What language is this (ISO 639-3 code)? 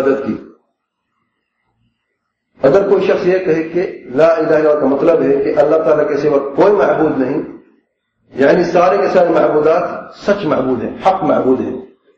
urd